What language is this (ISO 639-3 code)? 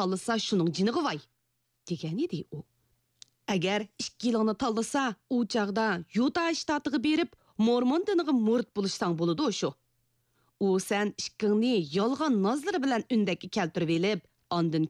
uig